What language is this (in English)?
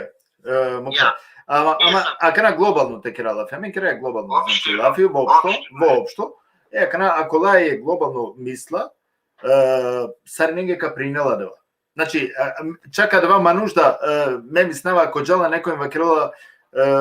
Balkan Romani